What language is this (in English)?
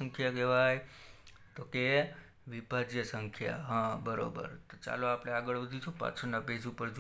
Gujarati